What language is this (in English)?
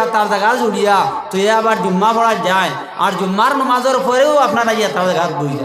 Sylheti